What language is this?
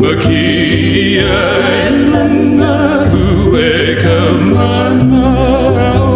Hawaiian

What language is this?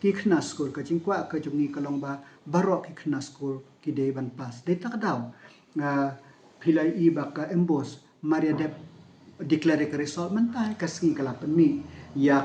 Khasi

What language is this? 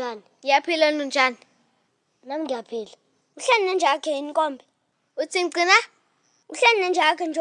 Zulu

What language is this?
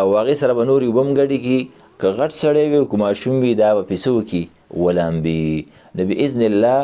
Pashto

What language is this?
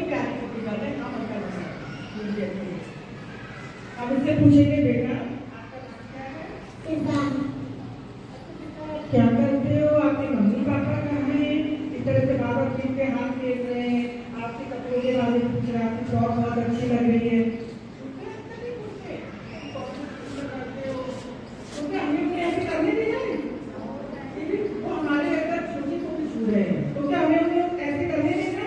Hindi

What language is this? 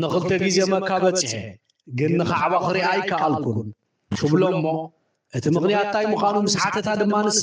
Tigrinya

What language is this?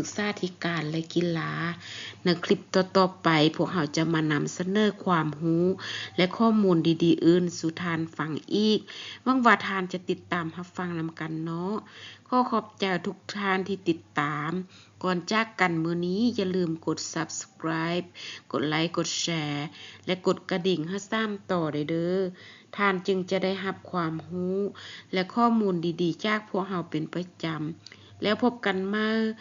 Lao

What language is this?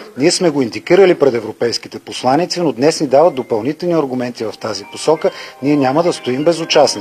Bulgarian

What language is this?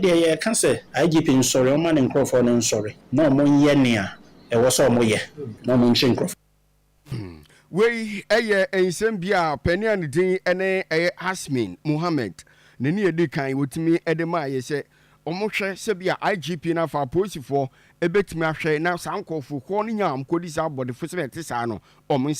Akan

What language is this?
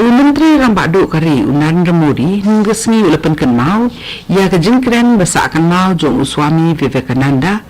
Khasi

